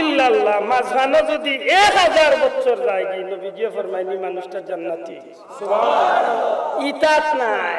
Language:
Sylheti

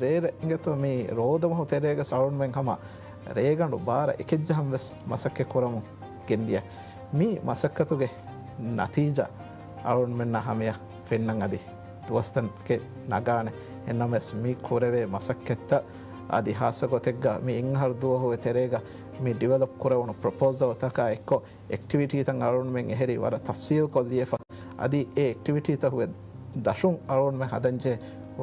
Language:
Divehi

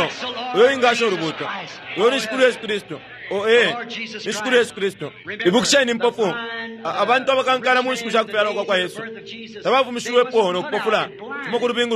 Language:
Bemba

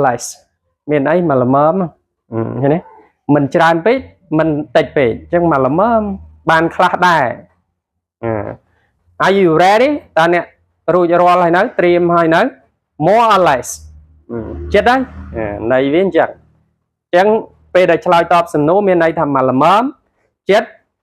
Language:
Khmer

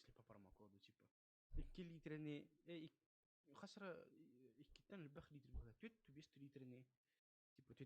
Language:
Yakut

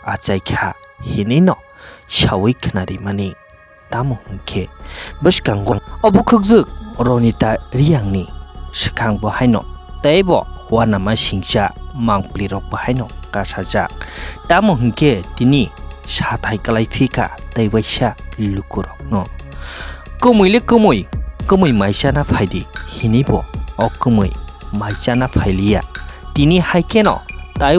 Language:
Kok Borok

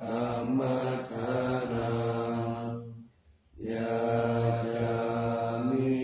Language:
Pali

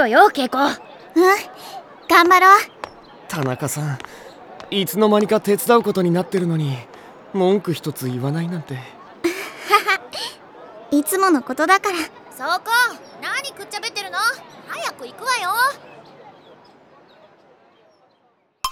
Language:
Japanese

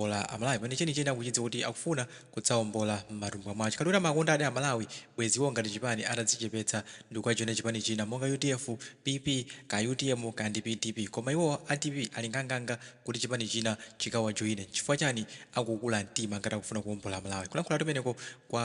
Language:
Nyanja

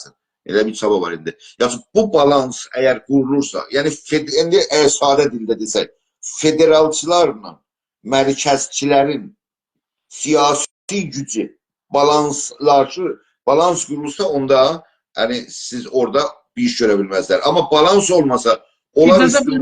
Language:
South Azerbaijani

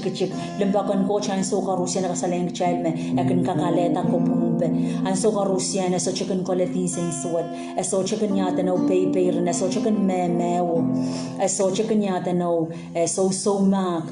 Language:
Pohnpeian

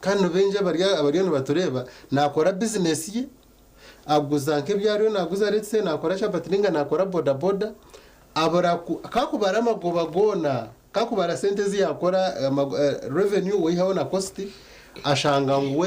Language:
Nyankole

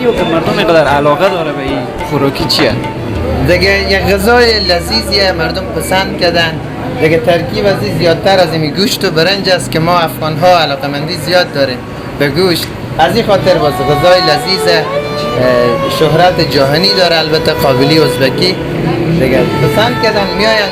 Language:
Persian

